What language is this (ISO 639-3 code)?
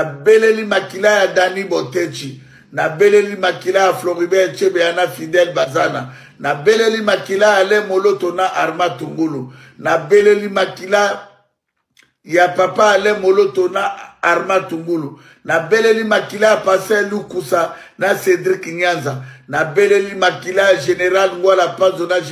lin